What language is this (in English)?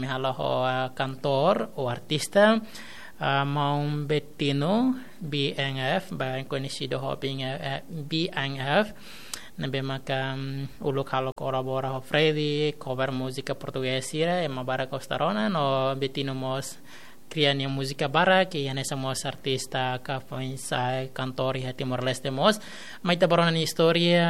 Tetum